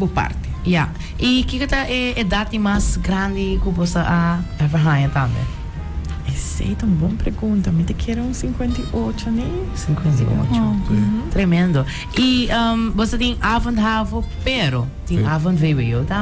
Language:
Papiamento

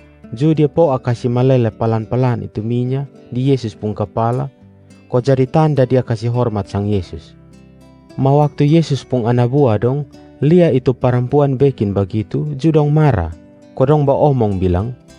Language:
Kupang Malay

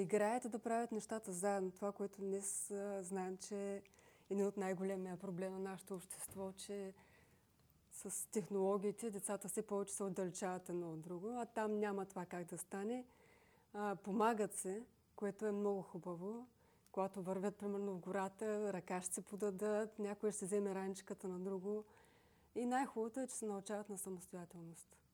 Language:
Bulgarian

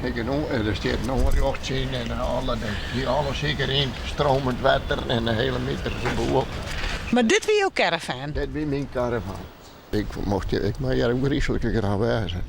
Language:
Western Frisian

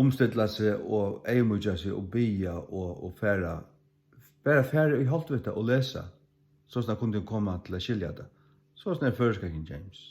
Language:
Faroese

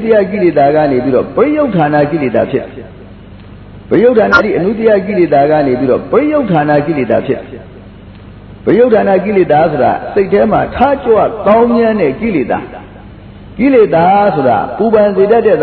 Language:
Burmese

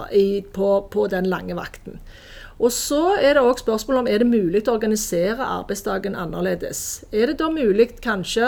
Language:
Norwegian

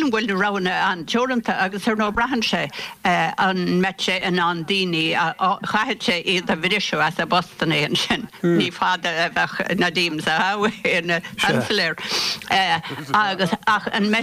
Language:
Irish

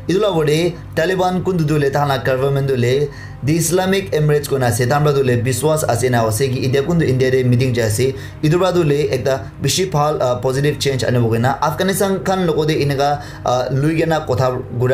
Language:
Naga Pidgin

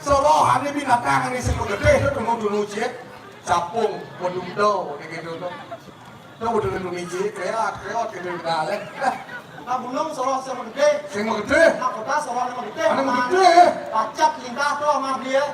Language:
Balinese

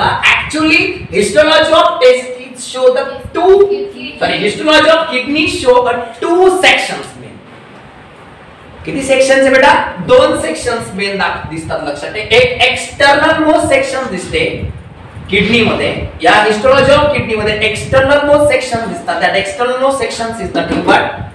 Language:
Marathi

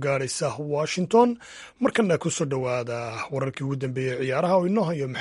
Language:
Somali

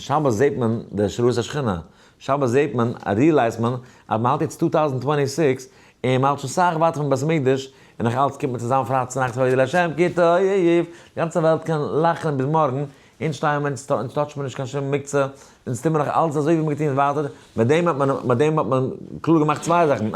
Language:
Yiddish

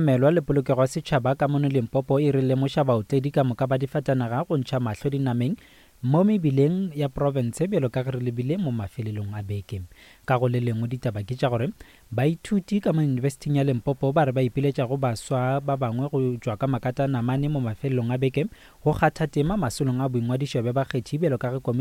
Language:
Northern Sotho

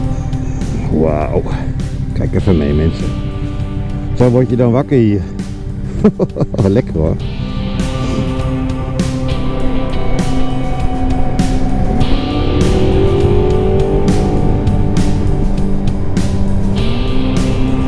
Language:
Dutch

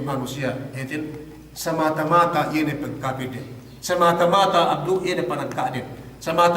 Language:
Yakan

